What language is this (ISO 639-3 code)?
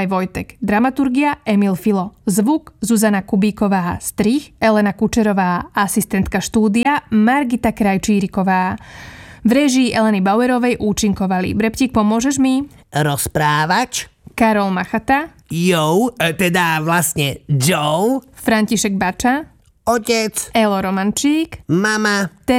slk